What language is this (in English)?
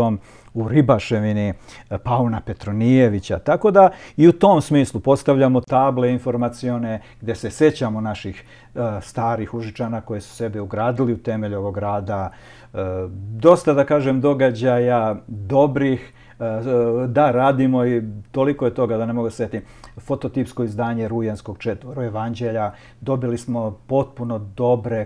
Serbian